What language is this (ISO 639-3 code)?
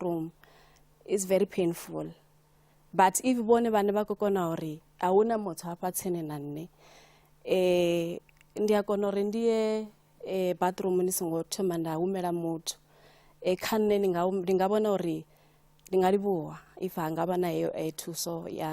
ven